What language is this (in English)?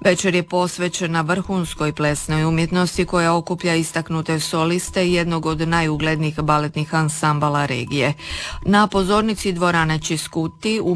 Croatian